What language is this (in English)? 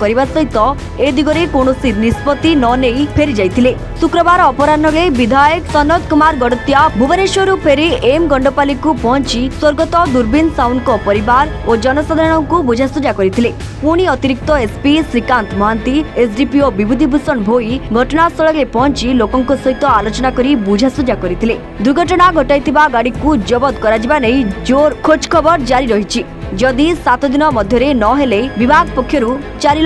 Odia